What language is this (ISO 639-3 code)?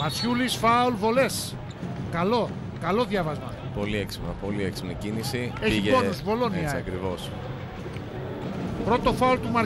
ell